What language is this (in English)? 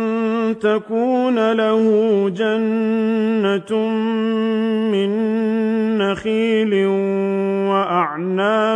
Arabic